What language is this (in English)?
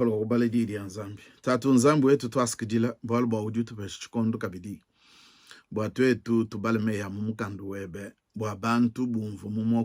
Luba-Lulua